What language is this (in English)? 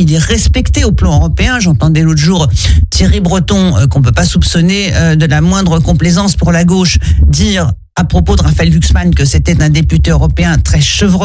French